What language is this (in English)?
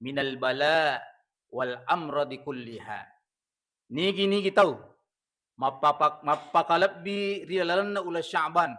Buginese